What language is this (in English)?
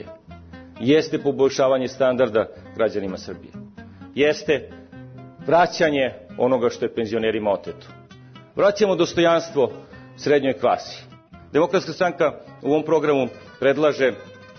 Serbian